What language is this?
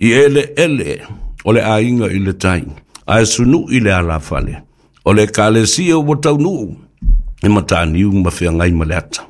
Samoan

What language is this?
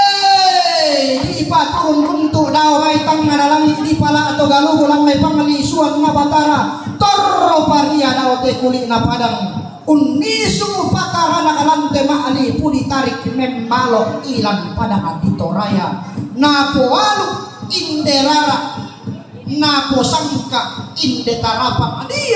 Toraja-Sa'dan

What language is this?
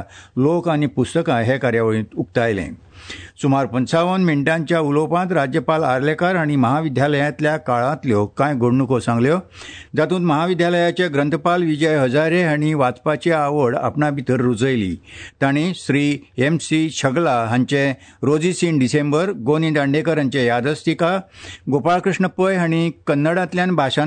Konkani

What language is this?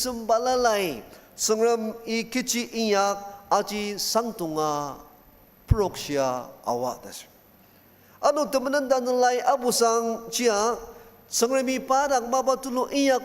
Ao Naga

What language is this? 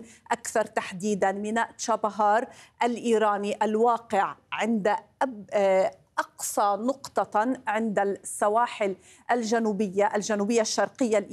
Arabic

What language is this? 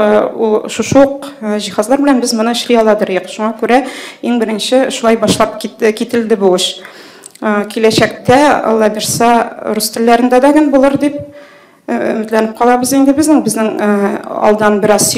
Tatar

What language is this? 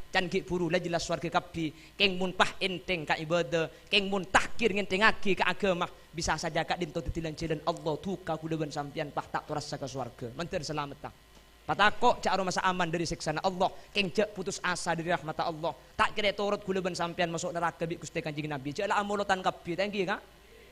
Madurese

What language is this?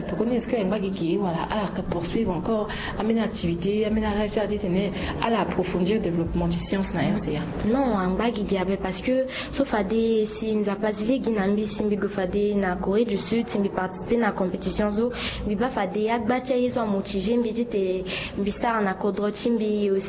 Sango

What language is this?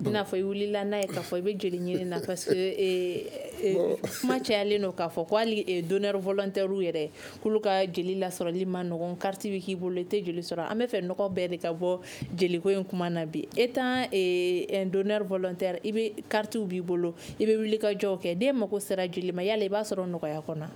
Bambara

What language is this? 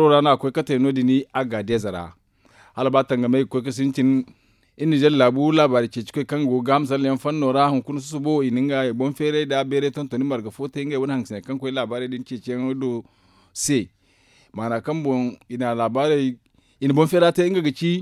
Zarma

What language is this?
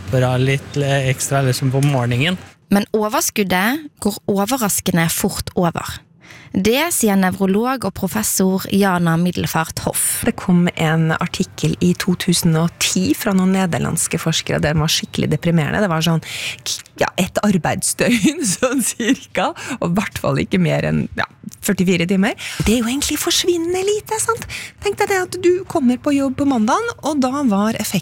Norwegian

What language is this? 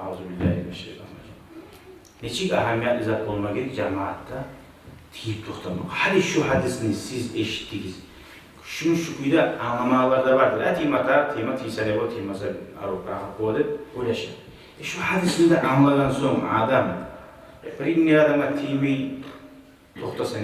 Kumyk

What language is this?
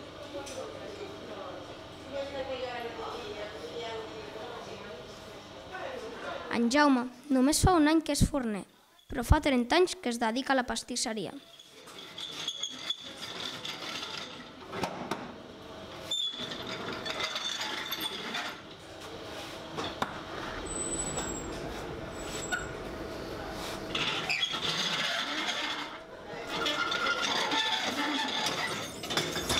Catalan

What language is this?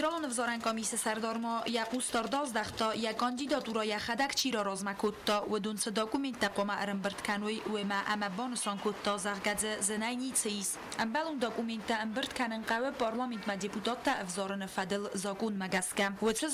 Ossetic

